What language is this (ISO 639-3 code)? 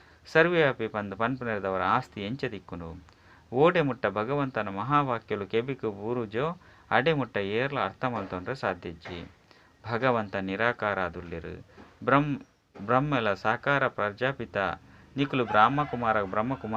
tcy